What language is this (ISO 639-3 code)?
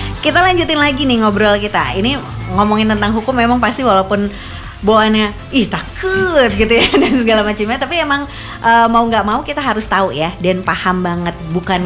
ind